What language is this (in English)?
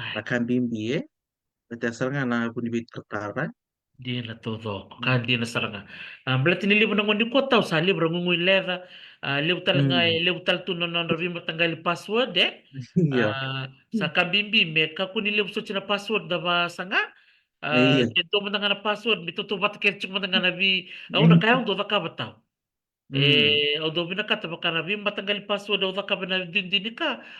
Fijian